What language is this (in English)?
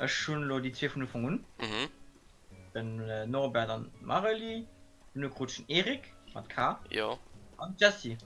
Luxembourgish